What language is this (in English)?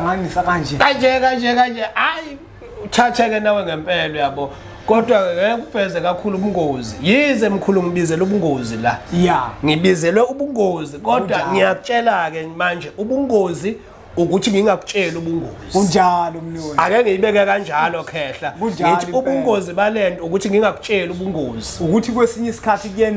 Zulu